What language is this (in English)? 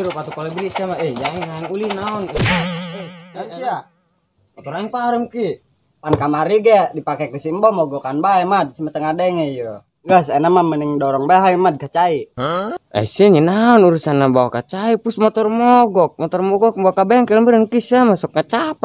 Sundanese